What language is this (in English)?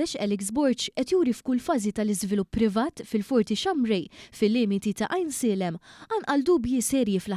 Maltese